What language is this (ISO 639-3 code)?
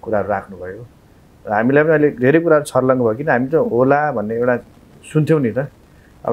nep